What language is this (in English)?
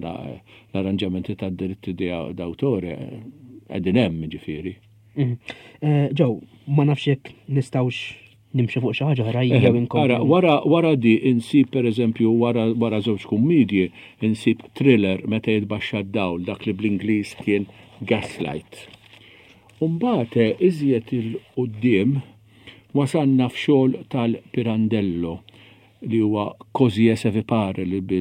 Maltese